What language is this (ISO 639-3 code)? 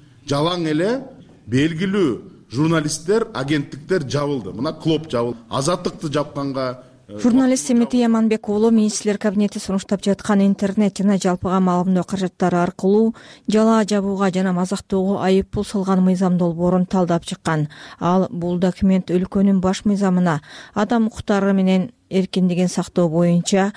kir